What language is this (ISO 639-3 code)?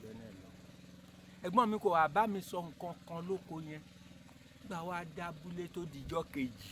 yor